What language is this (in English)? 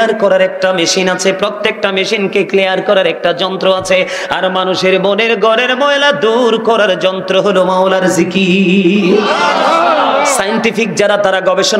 Bangla